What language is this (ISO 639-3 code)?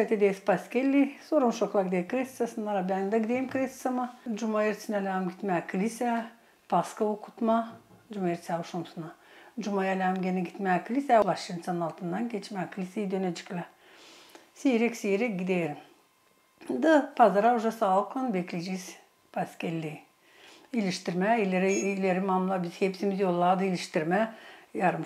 gag